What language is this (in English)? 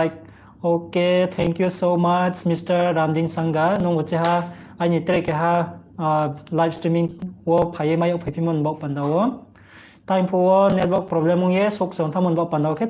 Riang (India)